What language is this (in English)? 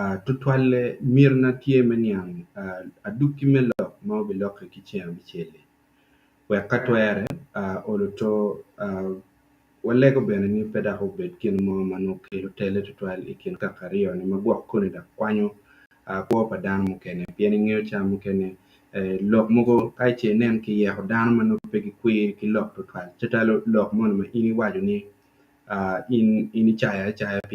Acoli